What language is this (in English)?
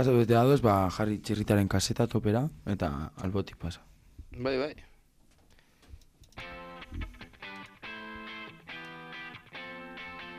Basque